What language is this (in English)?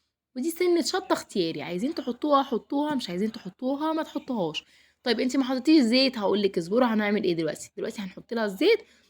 Egyptian Arabic